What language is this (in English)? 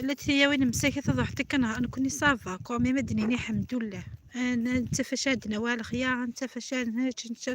Kabyle